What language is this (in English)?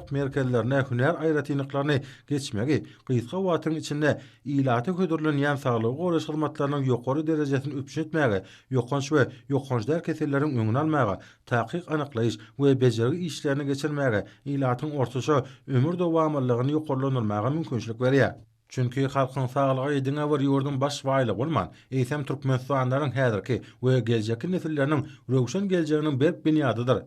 Turkmen